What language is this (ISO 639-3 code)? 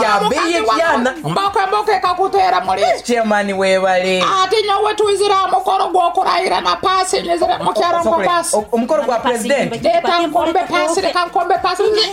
nyo